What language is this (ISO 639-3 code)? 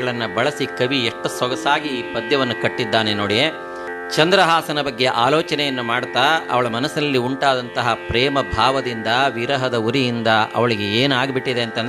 kan